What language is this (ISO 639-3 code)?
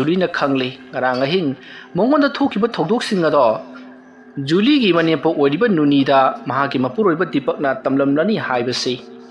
mni